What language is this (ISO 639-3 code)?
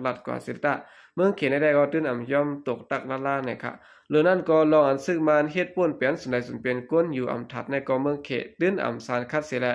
shn